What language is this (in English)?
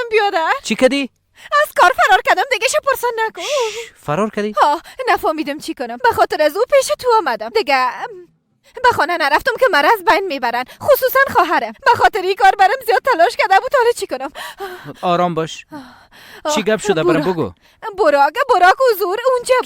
Persian